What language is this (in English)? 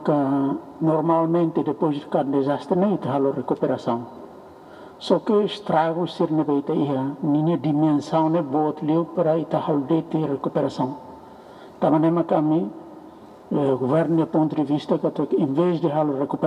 Tetum